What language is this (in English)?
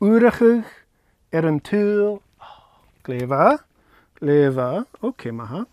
Scottish Gaelic